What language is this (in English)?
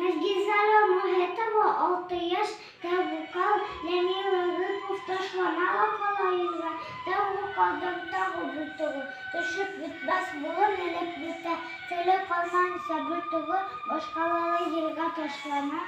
Bashkir